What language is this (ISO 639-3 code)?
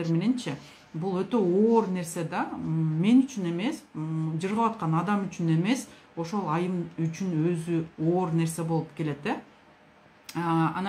kir